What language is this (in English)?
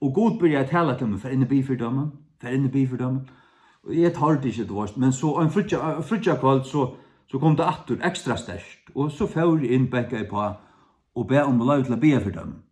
Faroese